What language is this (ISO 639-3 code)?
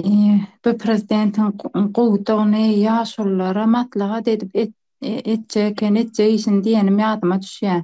tuk